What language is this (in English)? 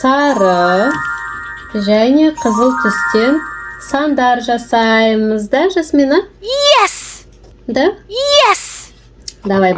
Kazakh